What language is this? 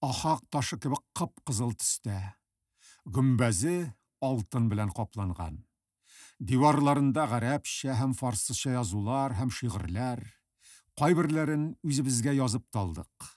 Tatar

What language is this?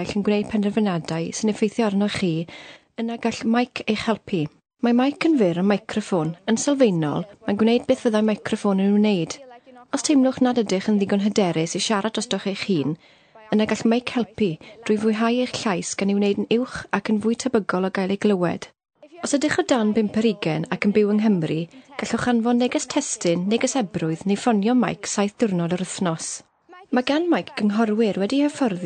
Welsh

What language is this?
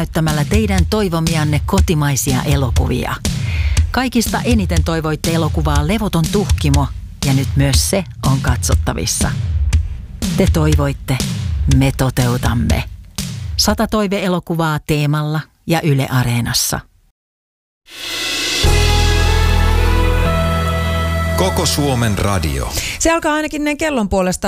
Finnish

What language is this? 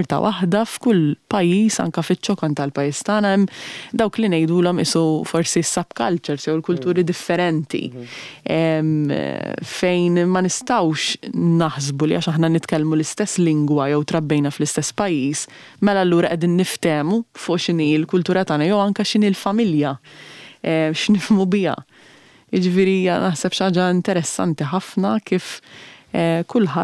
Maltese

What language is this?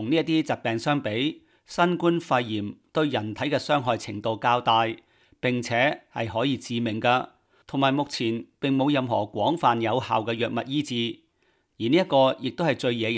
Cantonese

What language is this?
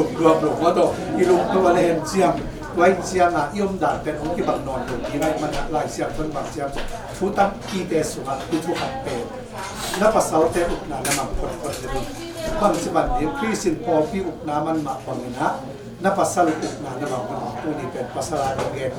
Tedim Chin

